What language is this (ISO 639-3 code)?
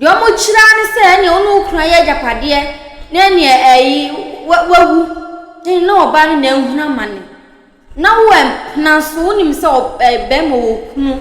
aka